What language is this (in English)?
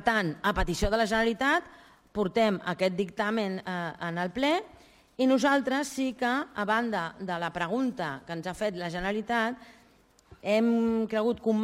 Catalan